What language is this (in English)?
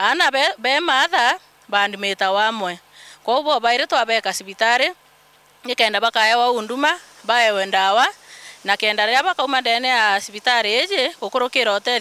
Meru